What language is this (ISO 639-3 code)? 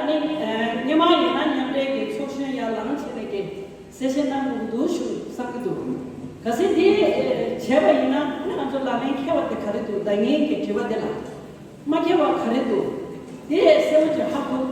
bod